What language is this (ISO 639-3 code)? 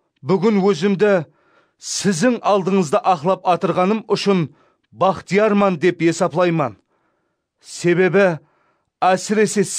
kaa